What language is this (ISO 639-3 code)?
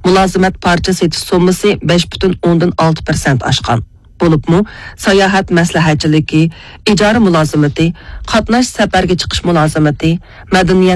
uig